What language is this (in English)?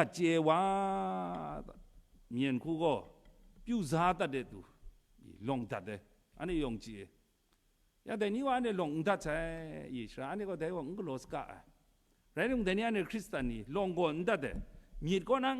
Kachin